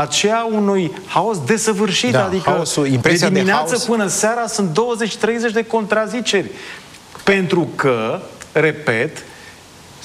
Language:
Romanian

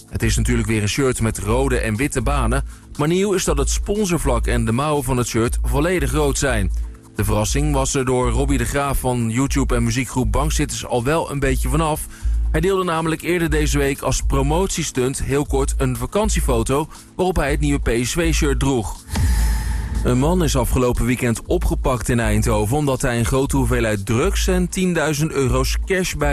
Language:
Dutch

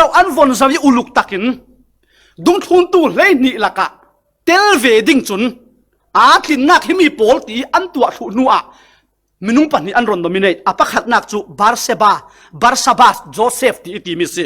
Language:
Falam Chin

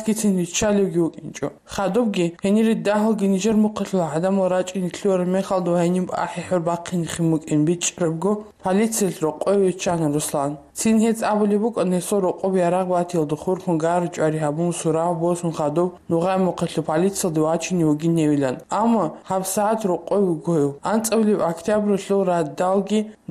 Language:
Avaric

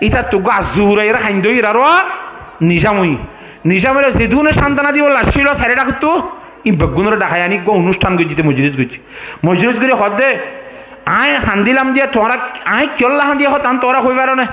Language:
Rohingya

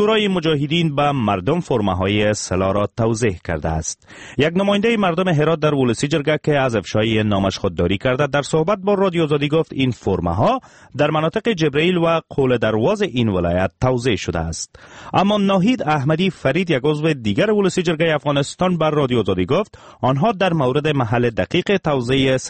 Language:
Persian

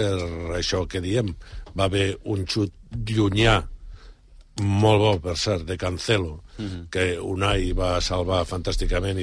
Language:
Catalan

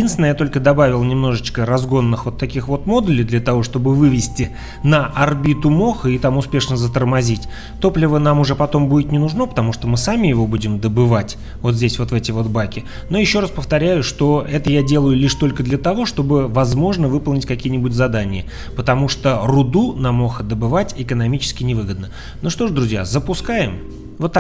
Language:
Russian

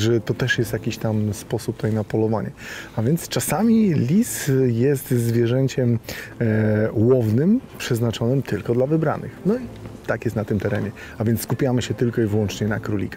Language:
Polish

